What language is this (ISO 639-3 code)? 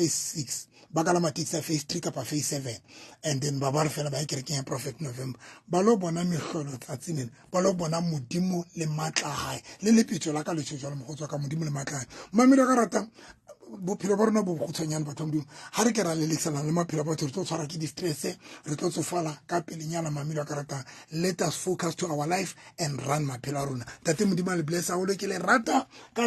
sot